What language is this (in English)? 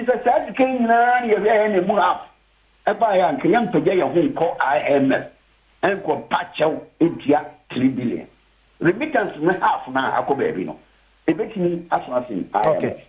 Akan